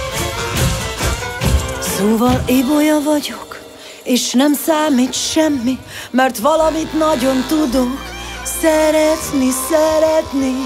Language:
Hungarian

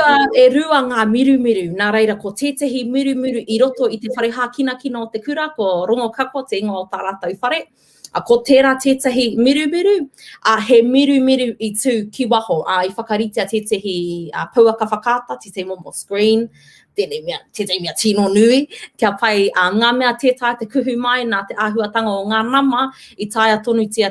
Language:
Māori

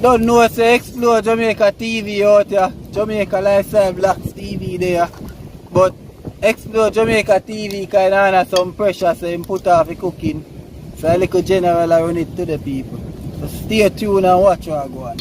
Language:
Jamaican Creole English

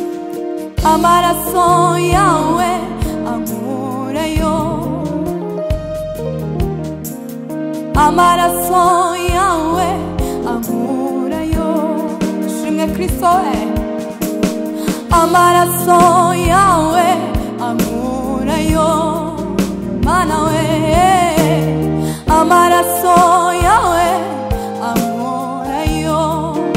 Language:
Kinyarwanda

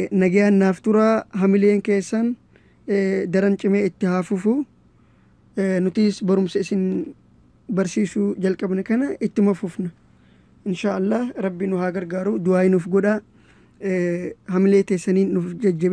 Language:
Oromo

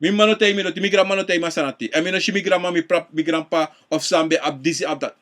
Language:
Sranan Tongo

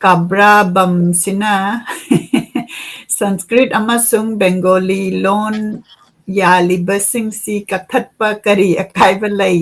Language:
Manipuri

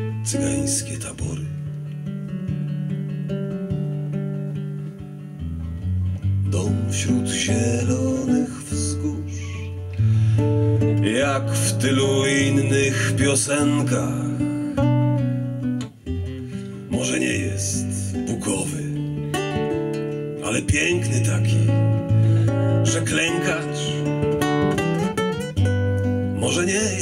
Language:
Polish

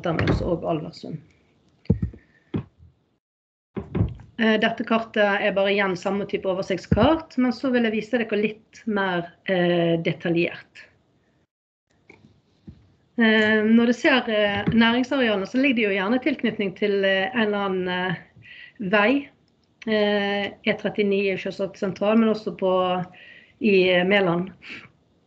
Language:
Norwegian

